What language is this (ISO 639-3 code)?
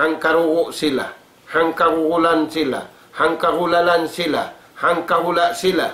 tsg